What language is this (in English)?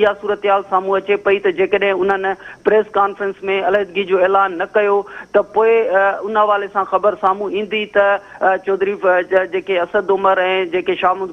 Sindhi